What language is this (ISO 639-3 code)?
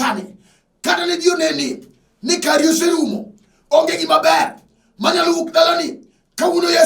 luo